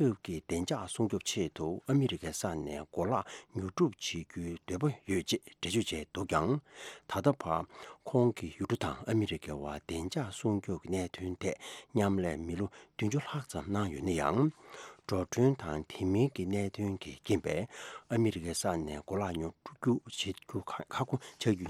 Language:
Tibetan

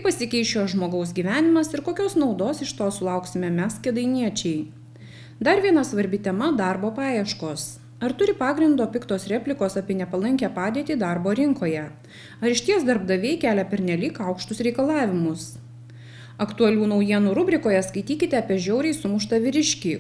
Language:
Lithuanian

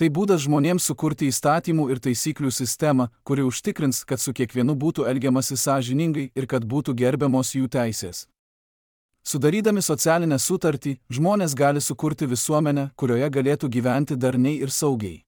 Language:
Lithuanian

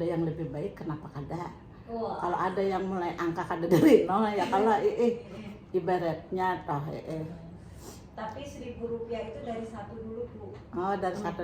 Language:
Banjar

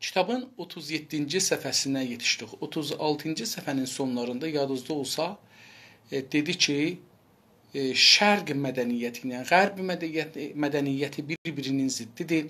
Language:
South Azerbaijani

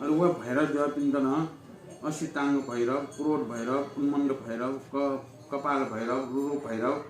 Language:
Newari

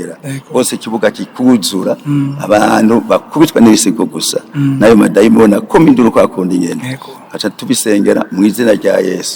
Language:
Rundi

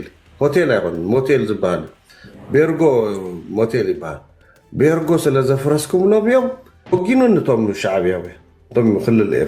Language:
Tigrinya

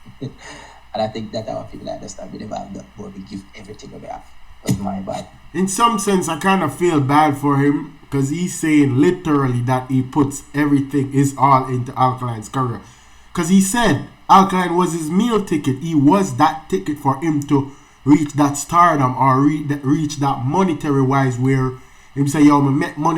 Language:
Jamaican Creole English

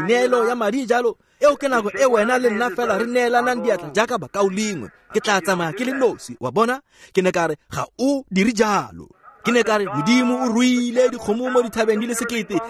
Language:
Tswana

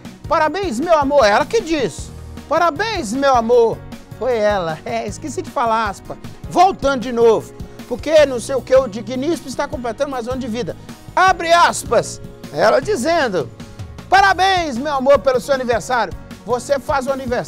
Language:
Portuguese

